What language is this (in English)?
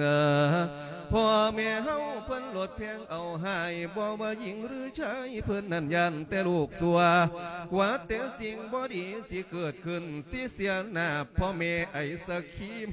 Lao